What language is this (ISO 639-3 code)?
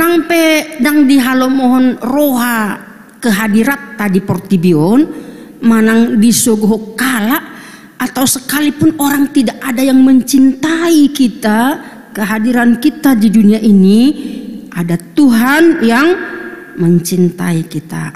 bbc